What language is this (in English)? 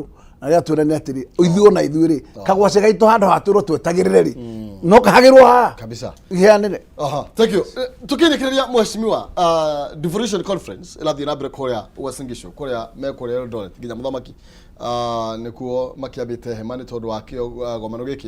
Kikuyu